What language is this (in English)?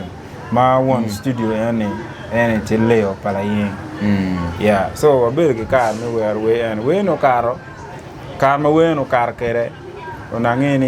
Acoli